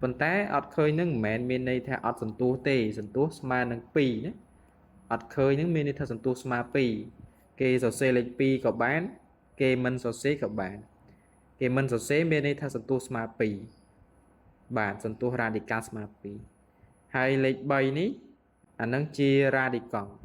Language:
Khmer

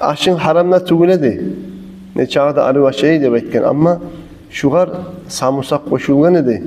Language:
Kumyk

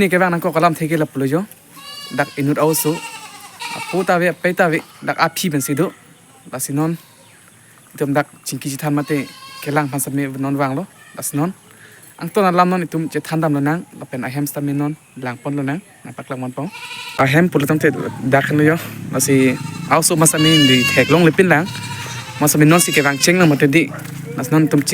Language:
Karbi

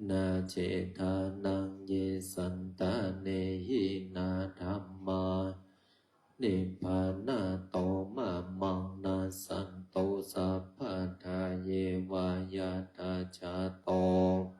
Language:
Pali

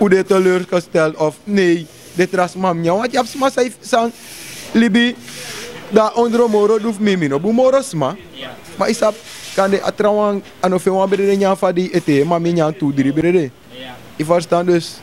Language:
Sranan Tongo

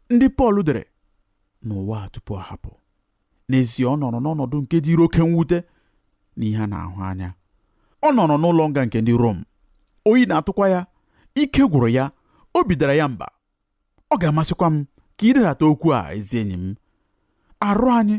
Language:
Igbo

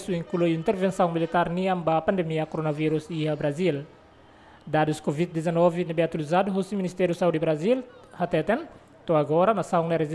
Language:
Tetum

